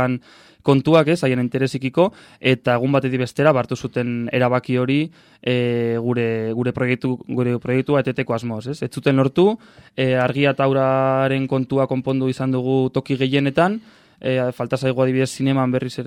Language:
Basque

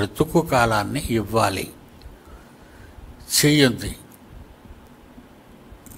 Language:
Telugu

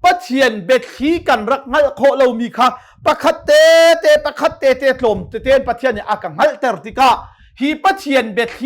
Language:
Hakha Chin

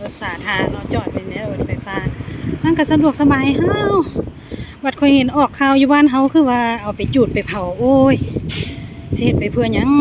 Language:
Lao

